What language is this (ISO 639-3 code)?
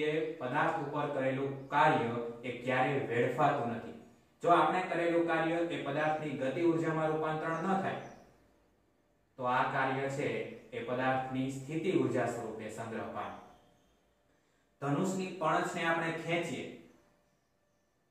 guj